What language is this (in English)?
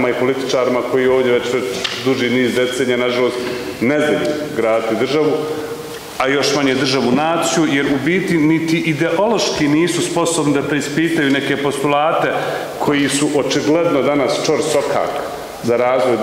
Bosnian